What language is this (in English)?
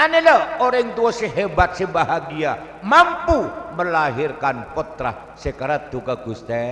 Madurese